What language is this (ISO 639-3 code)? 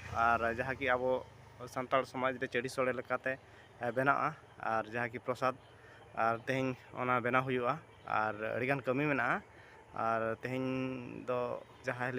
sat